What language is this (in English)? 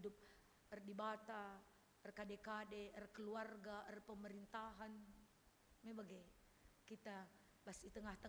Batak Karo